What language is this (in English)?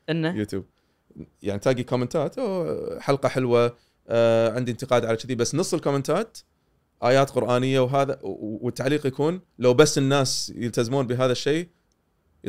Gulf Arabic